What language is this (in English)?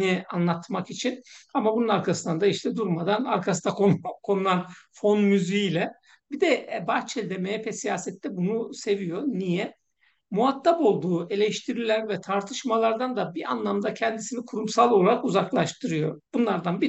Turkish